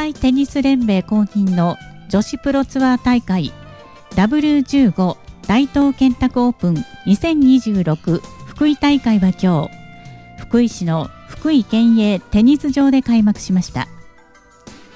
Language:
Japanese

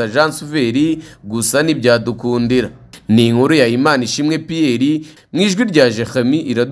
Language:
Kinyarwanda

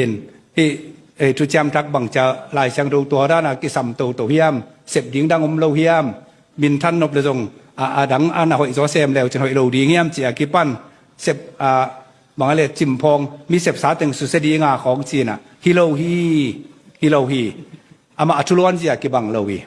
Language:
Tedim Chin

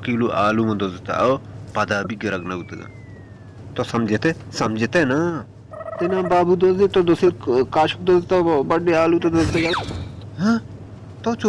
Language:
Baluchi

